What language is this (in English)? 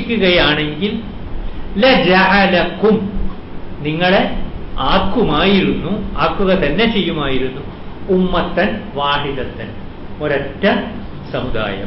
Malayalam